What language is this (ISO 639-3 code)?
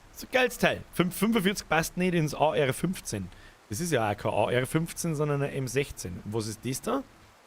bar